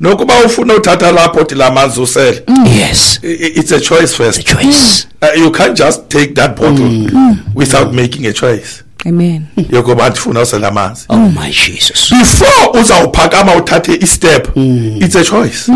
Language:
Xhosa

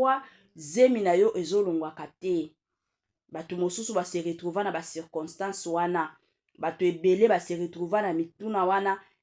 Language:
Lingala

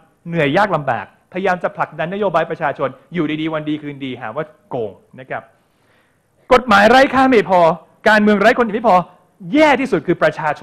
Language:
Thai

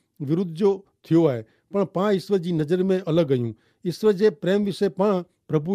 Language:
Kachhi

